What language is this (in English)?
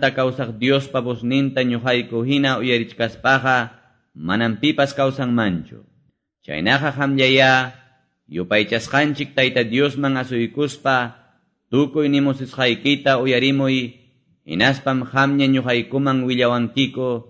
Quechua